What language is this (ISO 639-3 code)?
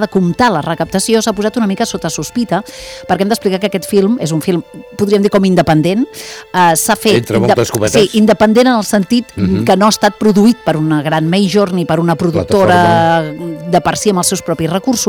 cat